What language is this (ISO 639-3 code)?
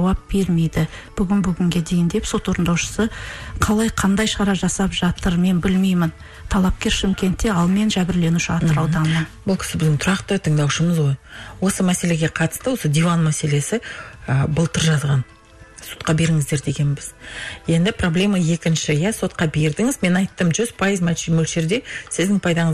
kaz